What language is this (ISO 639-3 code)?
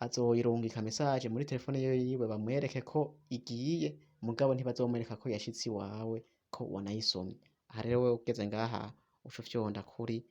run